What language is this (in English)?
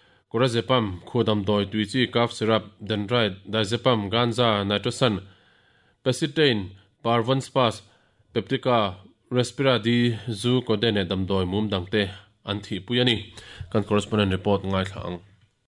Mizo